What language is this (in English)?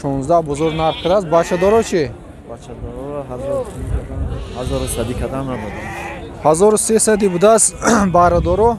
Tajik